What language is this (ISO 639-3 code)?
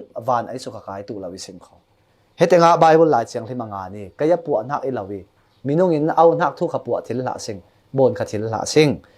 cfm